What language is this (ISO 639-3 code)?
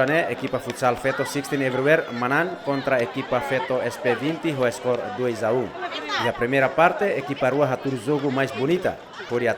tet